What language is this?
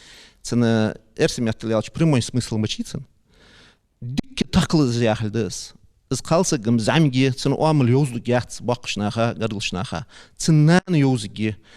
Ingush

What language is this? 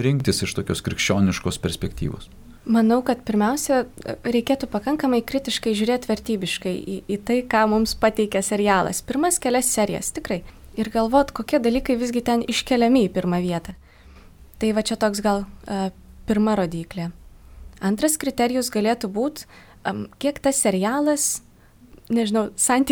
Lithuanian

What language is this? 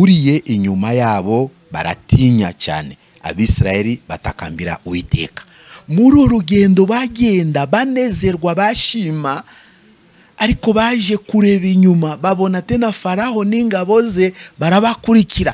Kinyarwanda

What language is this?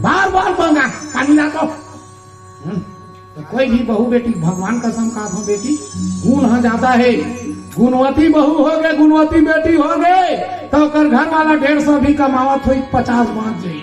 Chhattisgarhi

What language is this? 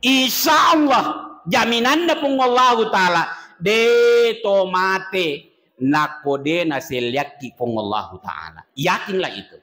Buginese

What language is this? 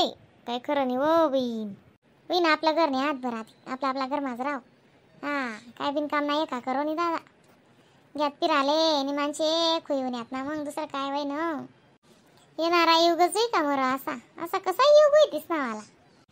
Khandesi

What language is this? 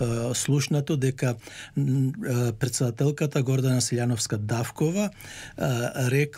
Macedonian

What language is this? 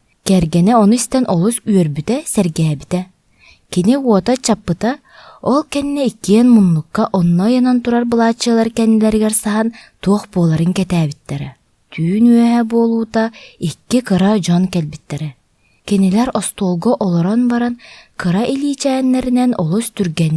Yakut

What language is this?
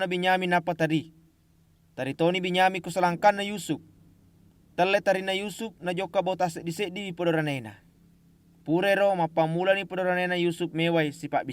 Buginese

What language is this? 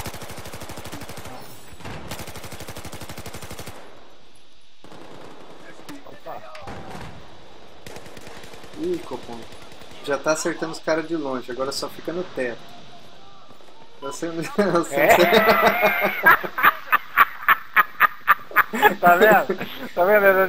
Portuguese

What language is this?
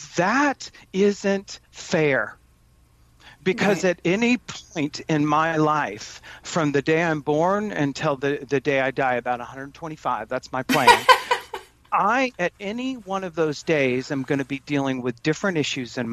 English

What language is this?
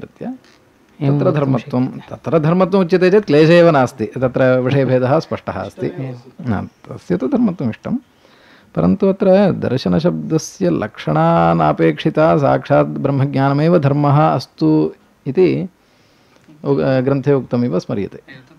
Sanskrit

